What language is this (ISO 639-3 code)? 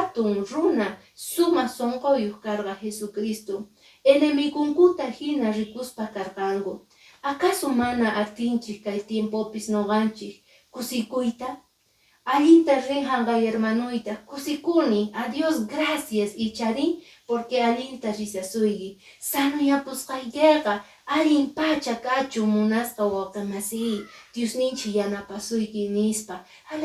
que